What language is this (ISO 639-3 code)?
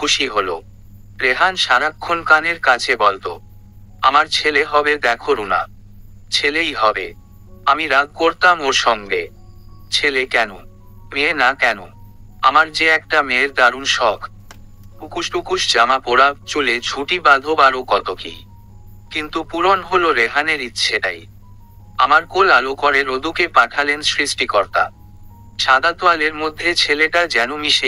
ben